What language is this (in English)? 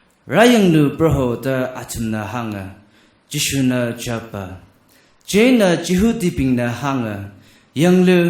Tangkhul Naga (India)